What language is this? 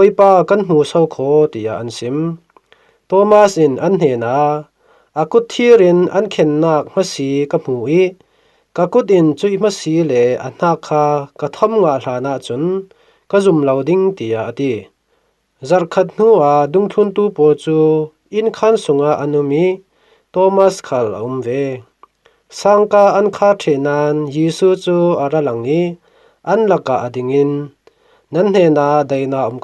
Falam Chin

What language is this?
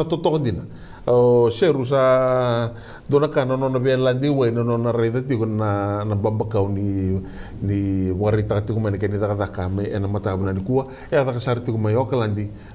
Fijian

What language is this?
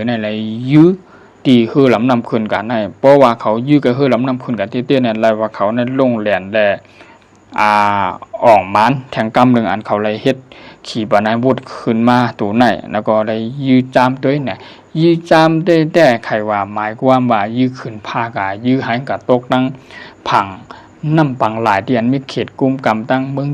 Shan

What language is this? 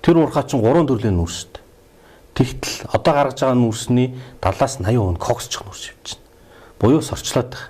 Mongolian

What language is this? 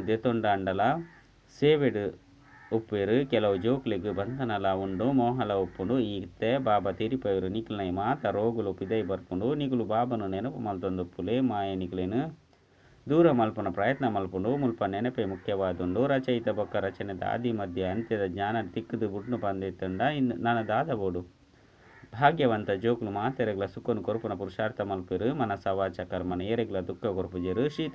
Tulu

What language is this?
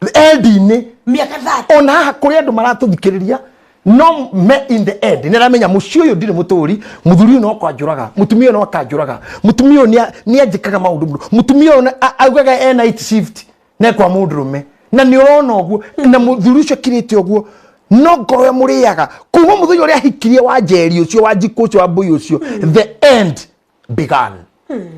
Kikuyu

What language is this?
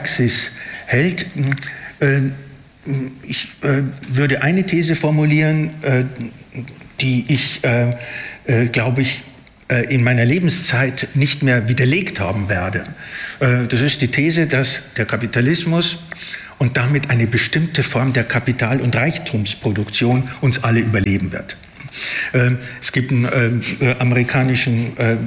German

